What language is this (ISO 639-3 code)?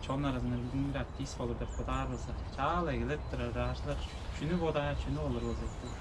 tyv